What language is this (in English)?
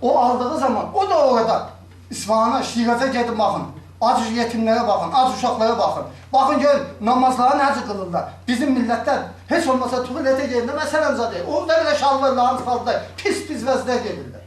South Azerbaijani